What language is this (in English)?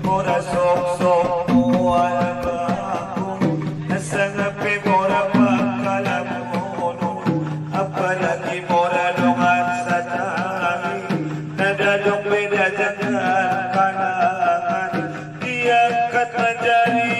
Batak Angkola